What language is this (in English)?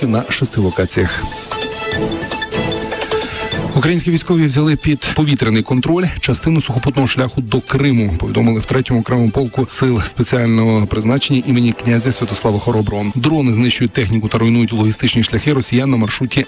Ukrainian